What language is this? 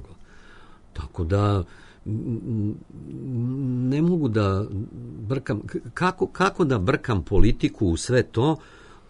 Serbian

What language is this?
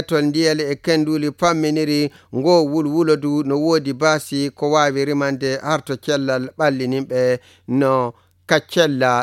Nigerian Fulfulde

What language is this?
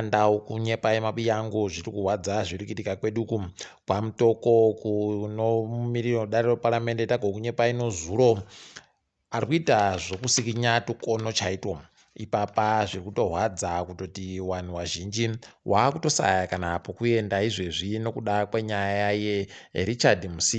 Ndau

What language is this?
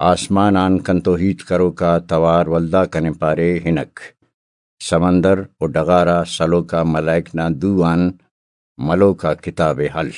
Brahui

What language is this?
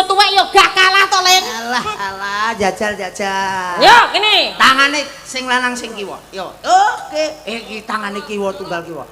Javanese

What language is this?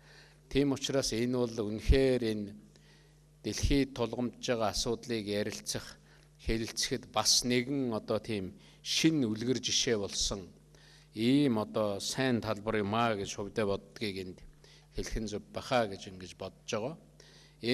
Mongolian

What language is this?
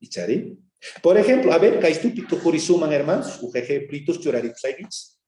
South Bolivian Quechua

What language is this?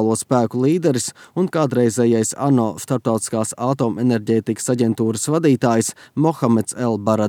Latvian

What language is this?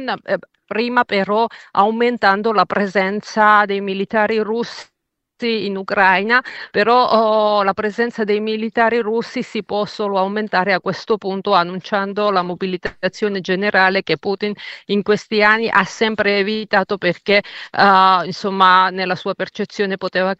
Italian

